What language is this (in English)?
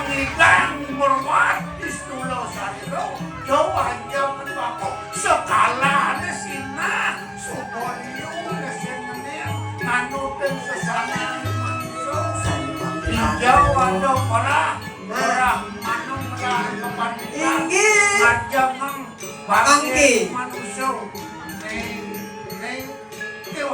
Balinese